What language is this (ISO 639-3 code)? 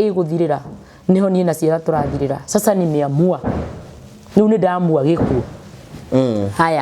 kik